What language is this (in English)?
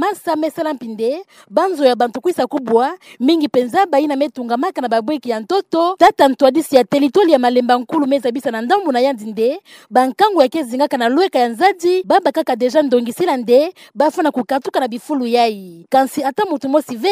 Kituba (Democratic Republic of Congo)